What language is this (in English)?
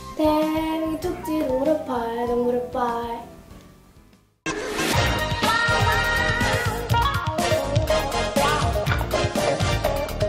Korean